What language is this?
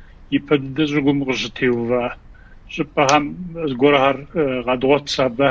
Kabardian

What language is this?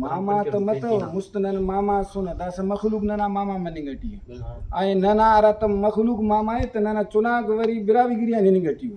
Brahui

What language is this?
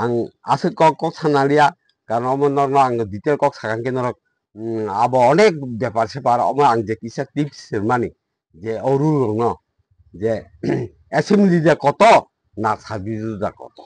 Kok Borok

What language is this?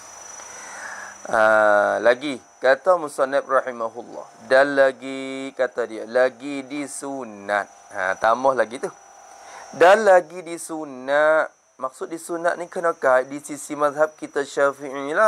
Malay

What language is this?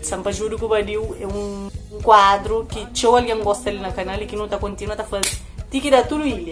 Kabuverdianu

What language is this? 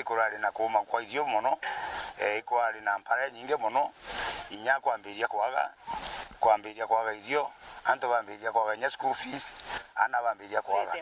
Meru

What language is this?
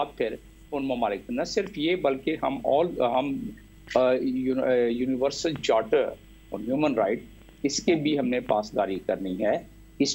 Urdu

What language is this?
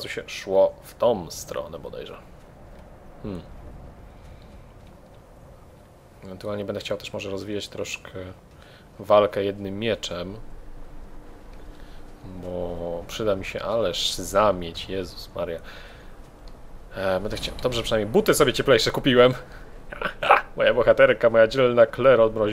Polish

